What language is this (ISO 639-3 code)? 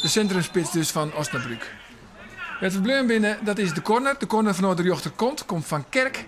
fry